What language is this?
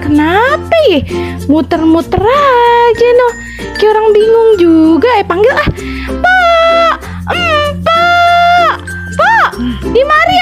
Betawi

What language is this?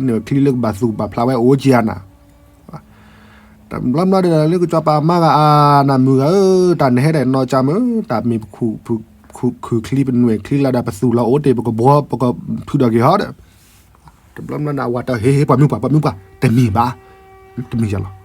S'gaw Karen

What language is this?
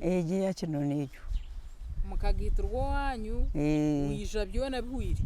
Nyankole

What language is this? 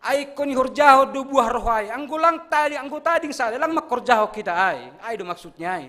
Batak Simalungun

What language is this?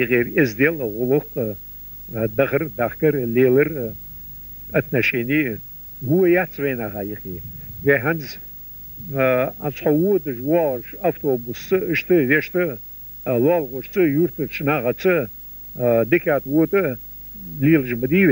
Ingush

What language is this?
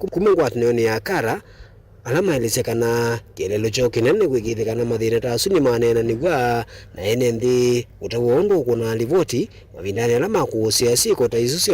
Kamba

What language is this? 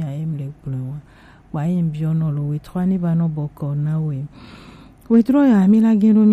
Gen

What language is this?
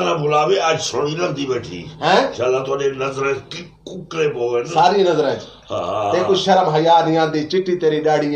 Saraiki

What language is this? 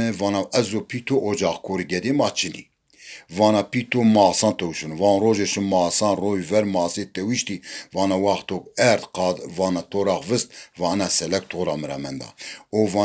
Zaza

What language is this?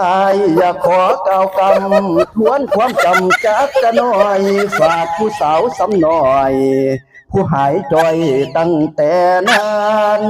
Northeastern Thai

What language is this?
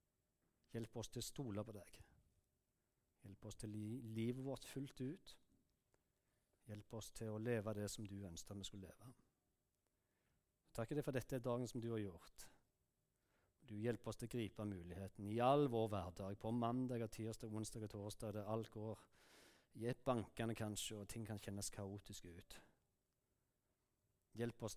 Norwegian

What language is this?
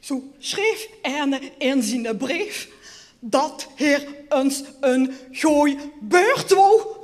Limburgish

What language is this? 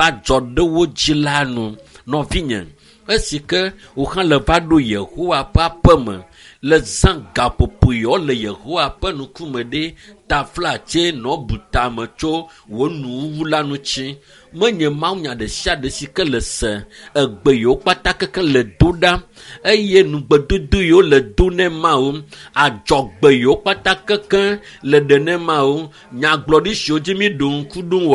Ewe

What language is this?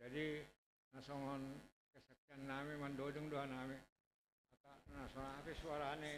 Batak Simalungun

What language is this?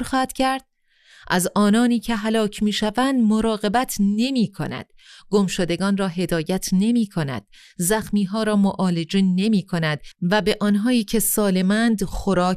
Persian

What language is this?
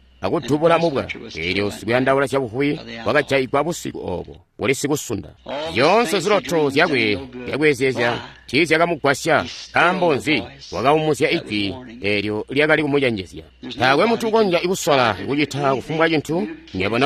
Tonga (Zambia)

